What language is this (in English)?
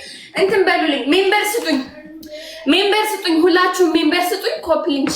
Amharic